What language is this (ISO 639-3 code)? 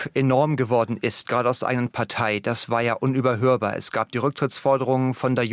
deu